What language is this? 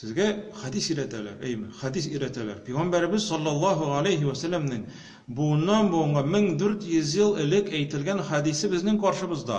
Tatar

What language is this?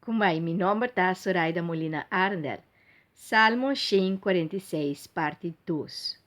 Papiamento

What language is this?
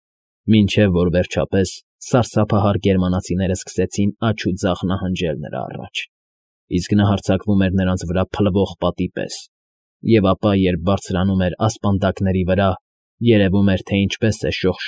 Armenian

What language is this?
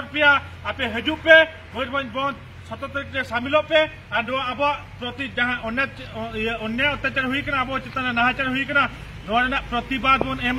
Santali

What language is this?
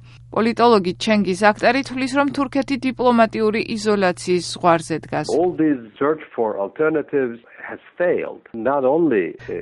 Georgian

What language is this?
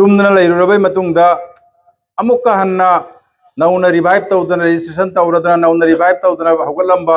Manipuri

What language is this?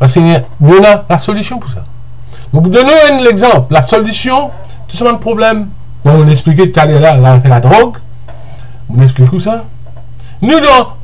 Morisyen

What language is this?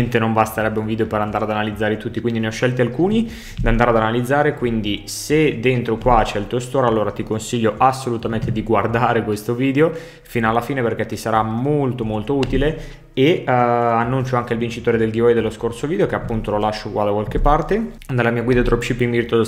Italian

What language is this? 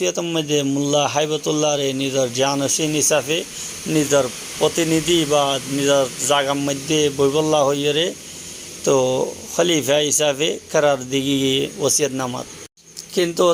Rohingya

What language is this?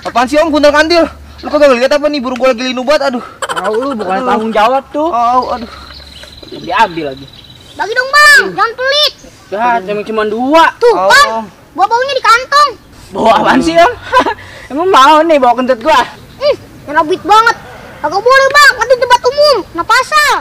Betawi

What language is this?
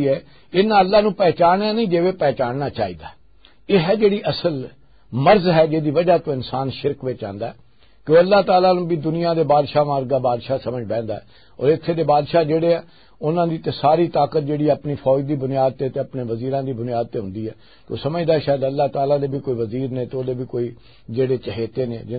Western Panjabi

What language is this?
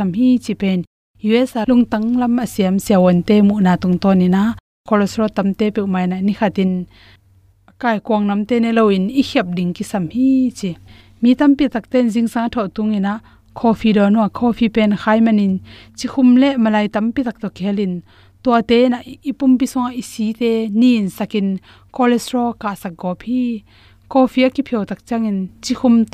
Tedim Chin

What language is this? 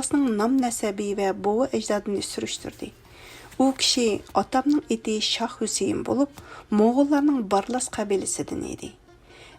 Uyghur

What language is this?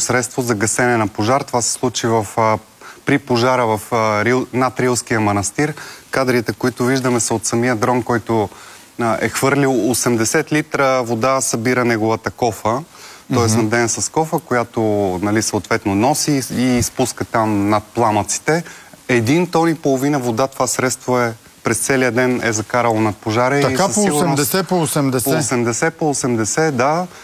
Bulgarian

